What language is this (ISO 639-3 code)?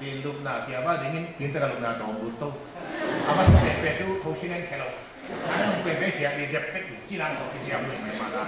pck